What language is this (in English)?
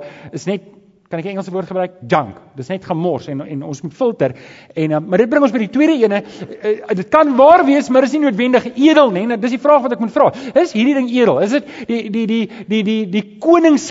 Afrikaans